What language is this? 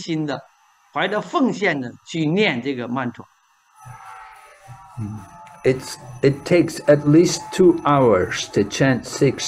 Chinese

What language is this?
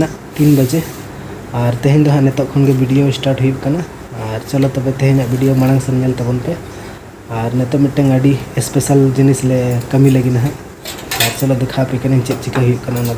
Santali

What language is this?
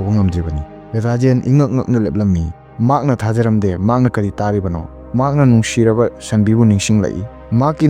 Manipuri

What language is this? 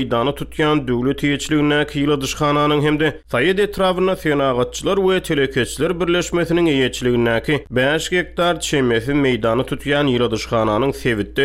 Turkmen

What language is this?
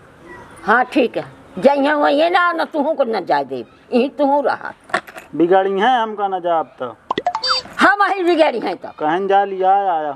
Awadhi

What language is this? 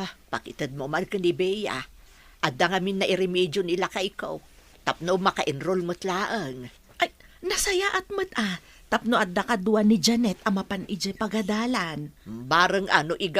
Iloko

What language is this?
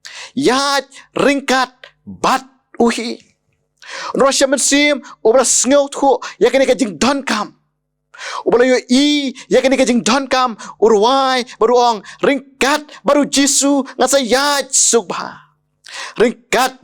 Khasi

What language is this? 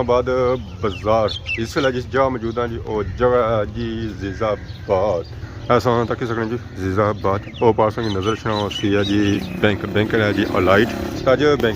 Pahari-Potwari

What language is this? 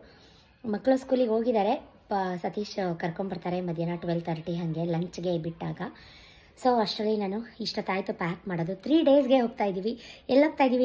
Kannada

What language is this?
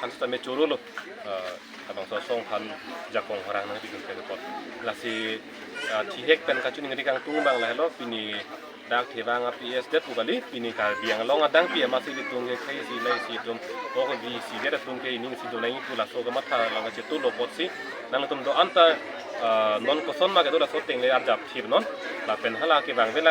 Karbi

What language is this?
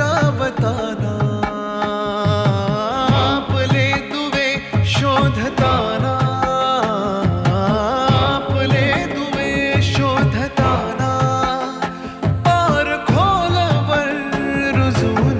Marathi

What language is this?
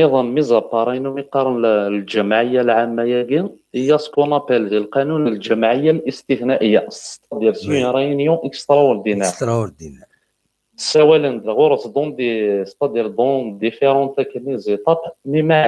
Kabyle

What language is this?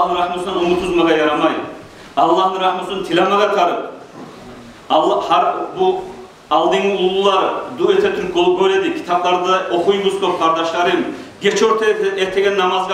Kumyk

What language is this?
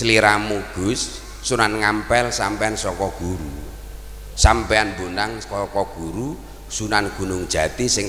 Javanese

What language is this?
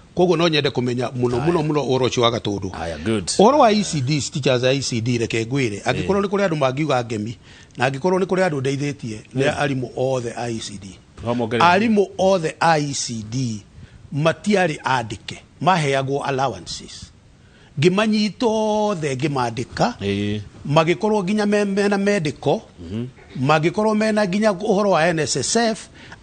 Kikuyu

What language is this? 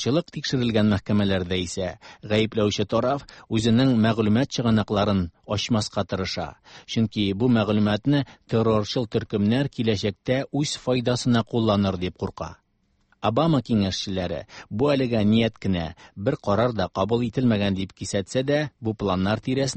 Tatar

